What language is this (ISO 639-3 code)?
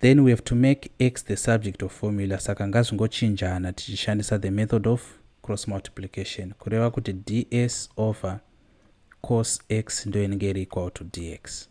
sna